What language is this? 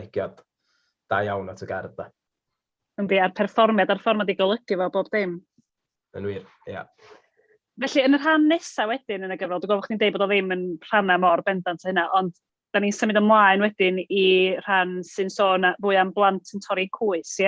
Welsh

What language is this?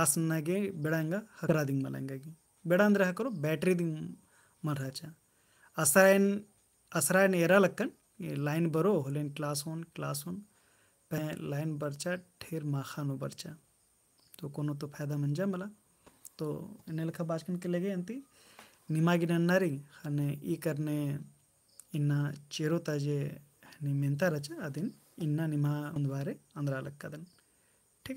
Kurukh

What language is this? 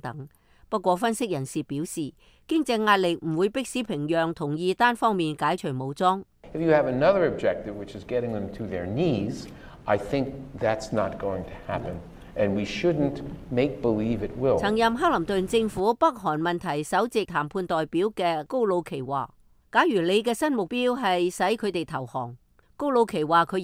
Cantonese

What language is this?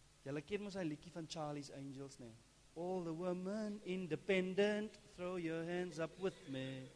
Afrikaans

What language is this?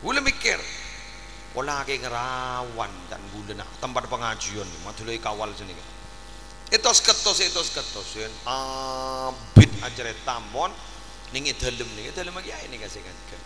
Madurese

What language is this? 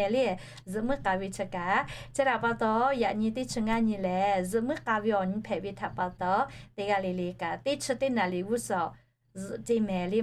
Lahu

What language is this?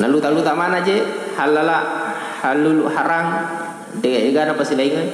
Buginese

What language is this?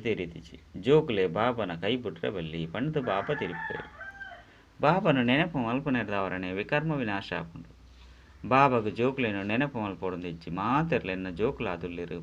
Tulu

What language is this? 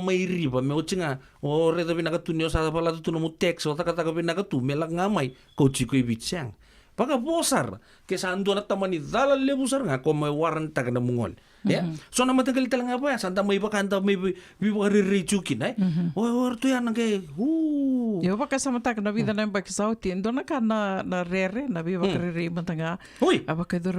Fijian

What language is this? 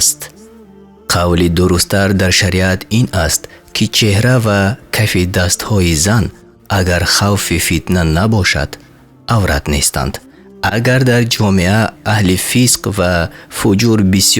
Tajik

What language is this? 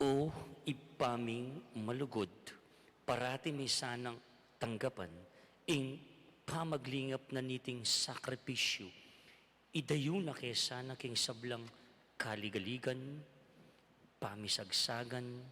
Pampanga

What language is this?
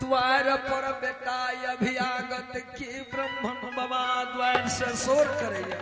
Maithili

